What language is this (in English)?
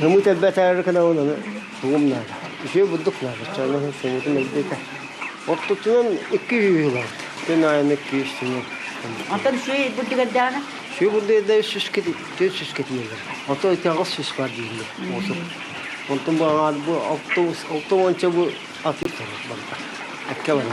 Yakut